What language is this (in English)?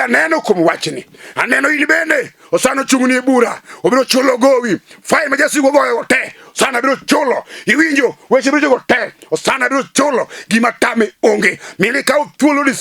Luo (Kenya and Tanzania)